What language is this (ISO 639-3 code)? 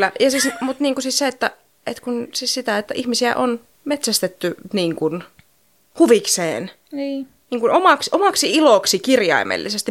fin